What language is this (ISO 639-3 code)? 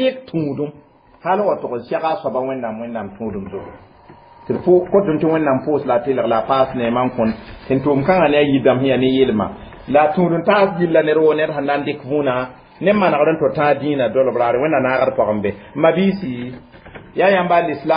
mos